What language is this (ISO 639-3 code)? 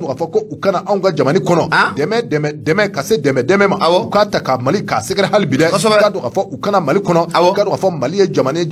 bam